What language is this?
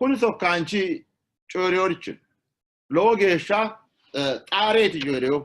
Sidamo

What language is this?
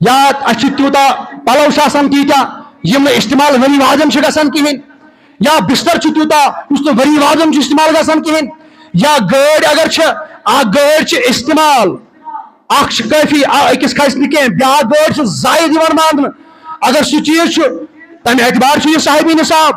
Kashmiri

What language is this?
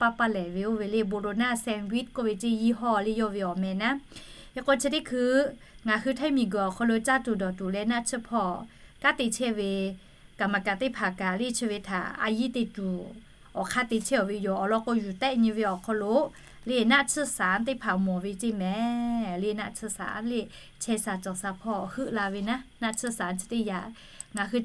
Lahu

